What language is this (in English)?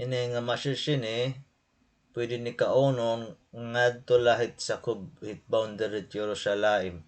Waray